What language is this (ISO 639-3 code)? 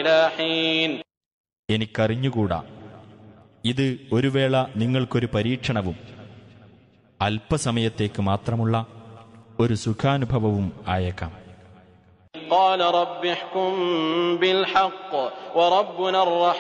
mal